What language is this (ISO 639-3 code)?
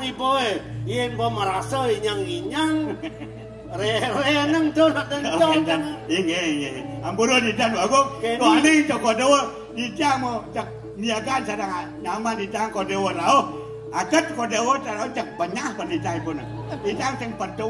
ban